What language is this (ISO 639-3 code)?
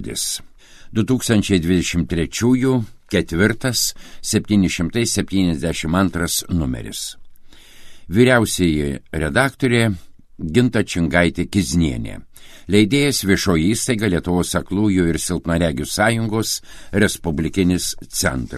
lit